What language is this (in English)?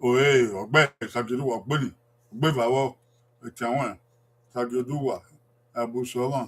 Bini